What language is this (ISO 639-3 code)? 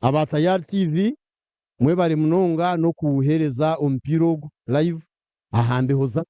nyn